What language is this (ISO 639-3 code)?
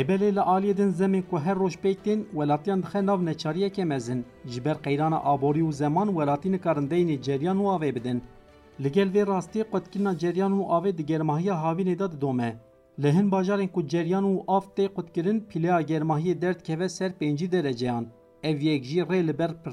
kur